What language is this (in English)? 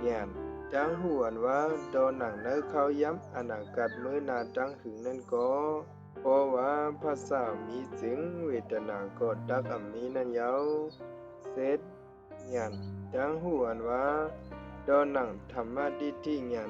Shan